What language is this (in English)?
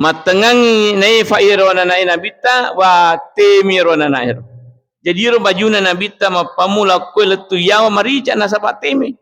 Buginese